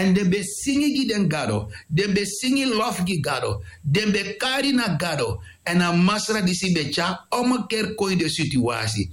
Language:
Sranan Tongo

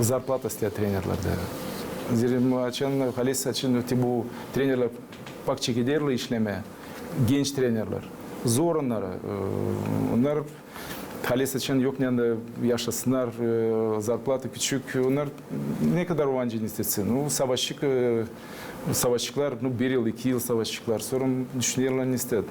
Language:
Gagauz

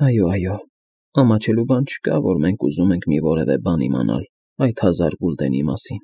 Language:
Armenian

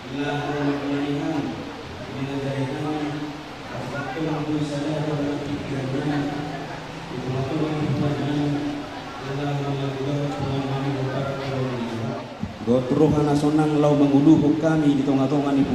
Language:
Batak Toba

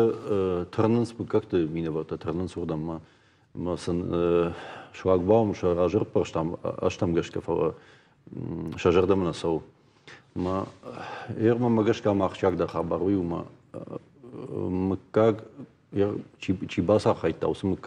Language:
Ossetic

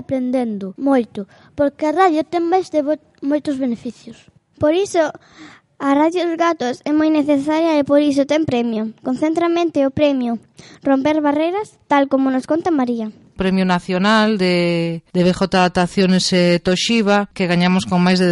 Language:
Galician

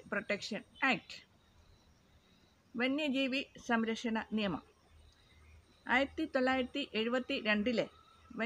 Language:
Malayalam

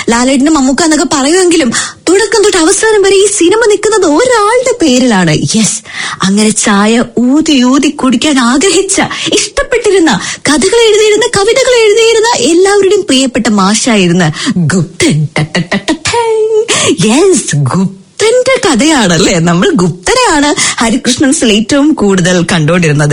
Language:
Malayalam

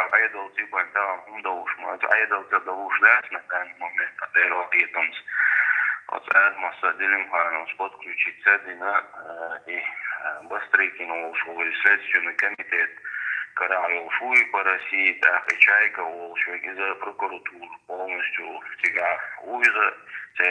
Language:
Chechen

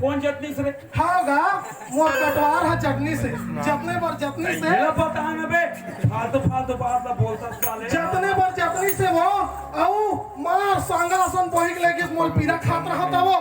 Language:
Chhattisgarhi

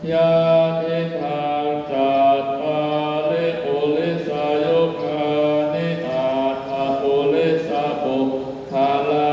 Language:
Pali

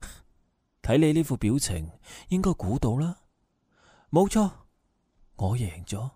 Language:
Cantonese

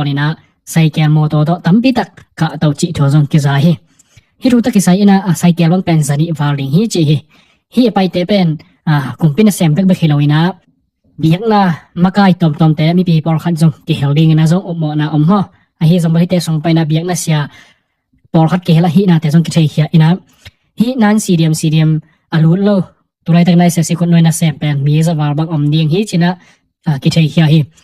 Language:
Tedim Chin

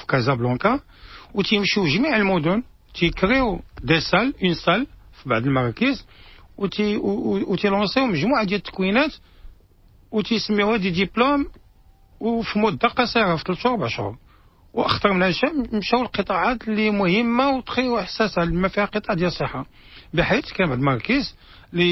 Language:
Moroccan Arabic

